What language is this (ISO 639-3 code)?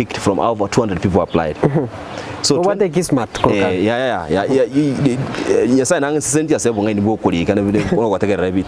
guz